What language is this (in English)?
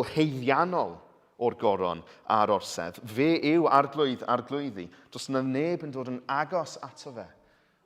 Welsh